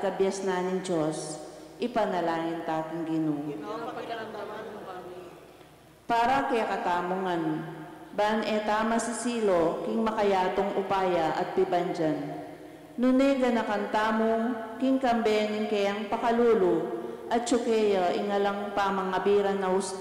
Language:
Pampanga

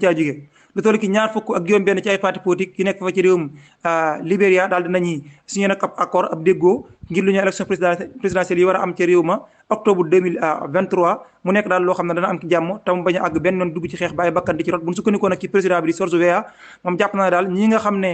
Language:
Wolof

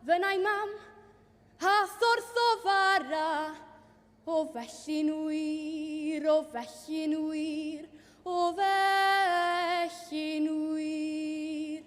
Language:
Welsh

